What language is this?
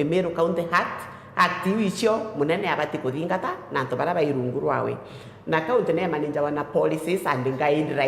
Meru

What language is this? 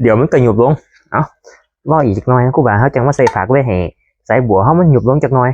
Northeastern Thai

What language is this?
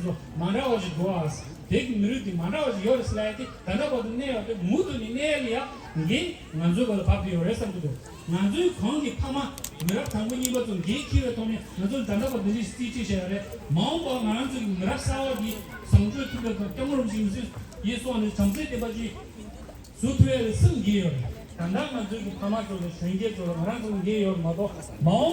Tibetan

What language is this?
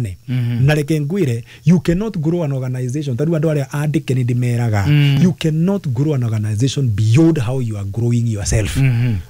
Kikuyu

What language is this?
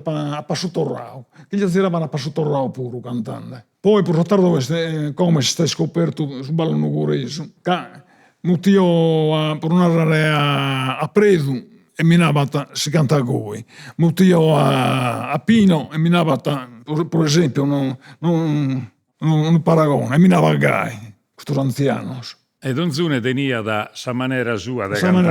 Sardinian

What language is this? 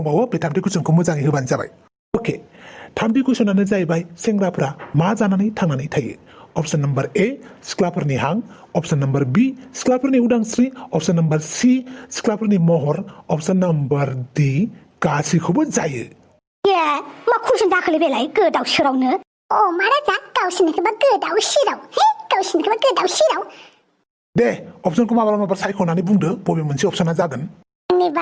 Bodo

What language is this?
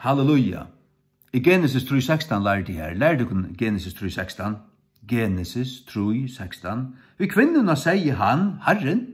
Faroese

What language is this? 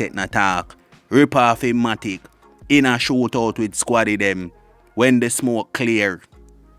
Jamaican Creole English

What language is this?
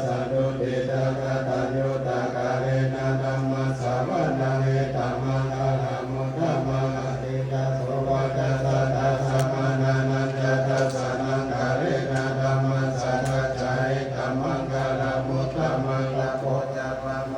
Pali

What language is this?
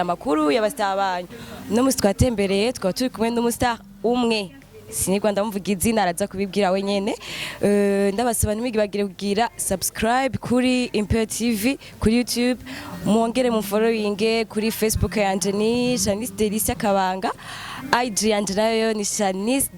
Rundi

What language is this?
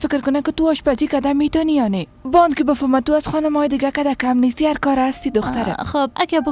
Persian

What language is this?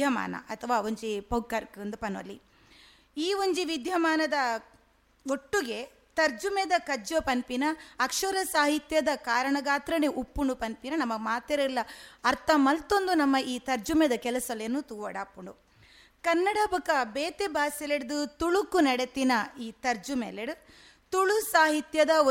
Tulu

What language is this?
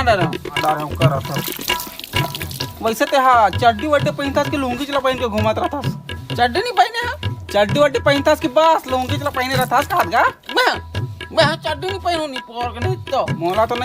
Chhattisgarhi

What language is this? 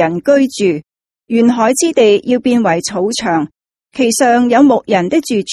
Cantonese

